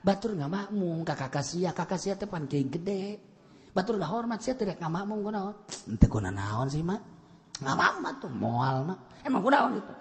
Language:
Sundanese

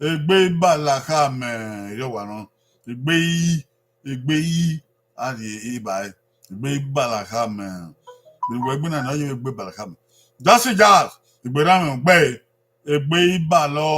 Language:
Bini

